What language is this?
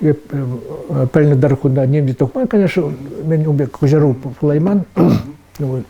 Chuvash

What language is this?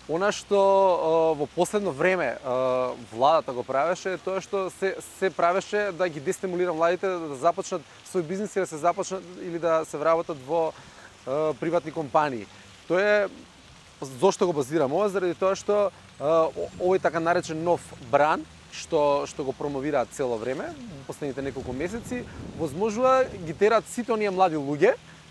Macedonian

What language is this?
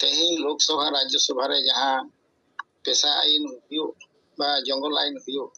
Santali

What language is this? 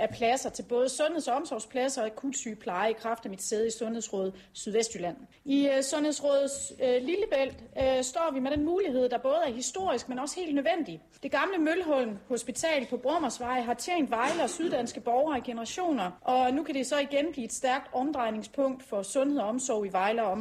Danish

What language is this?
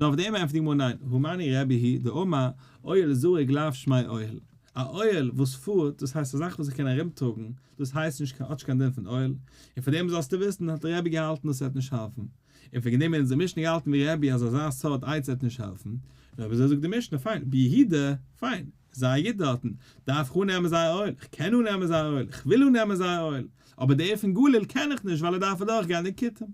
Yiddish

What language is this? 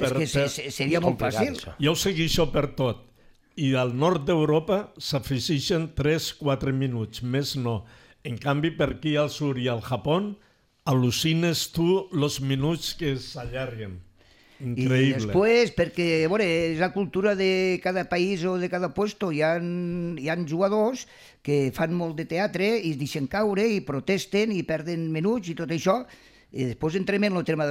Catalan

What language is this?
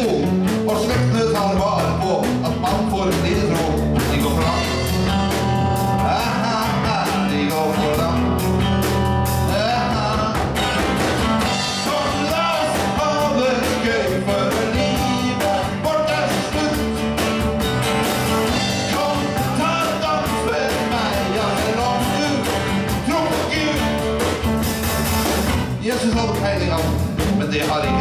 Norwegian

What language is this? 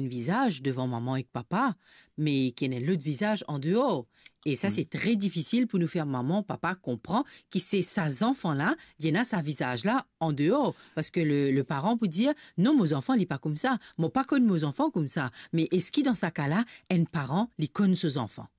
Morisyen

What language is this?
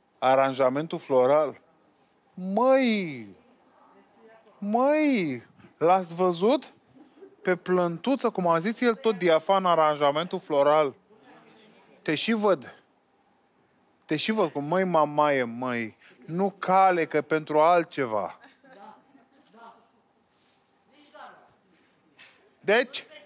Romanian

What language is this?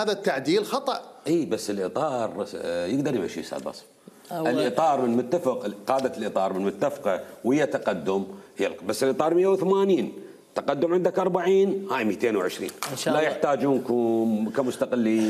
Mesopotamian Arabic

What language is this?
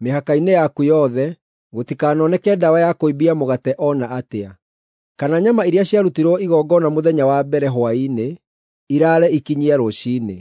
Kikuyu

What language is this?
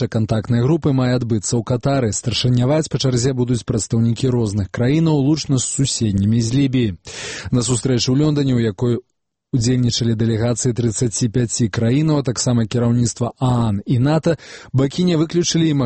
Belarusian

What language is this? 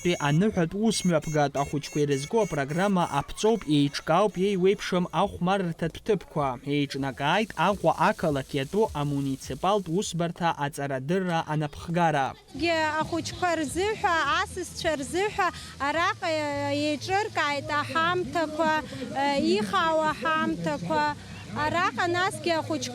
Abkhazian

